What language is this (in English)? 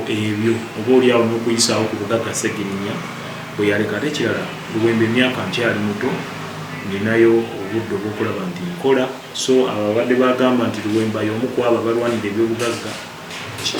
Ganda